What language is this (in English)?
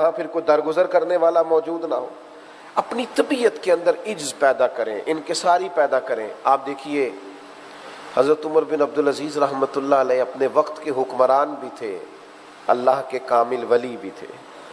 Urdu